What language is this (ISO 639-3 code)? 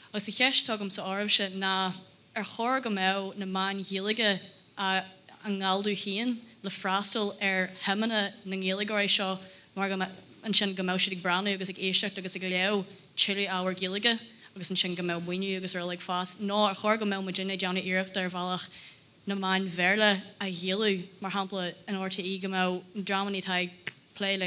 gle